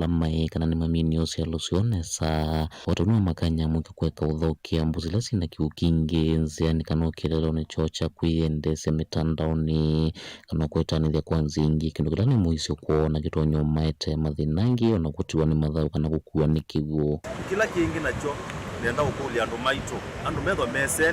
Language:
Kamba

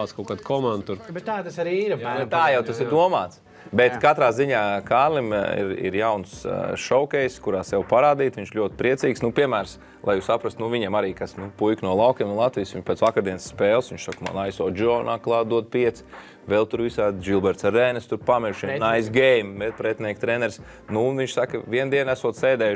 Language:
Latvian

